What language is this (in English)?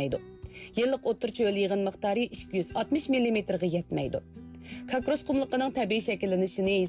Uyghur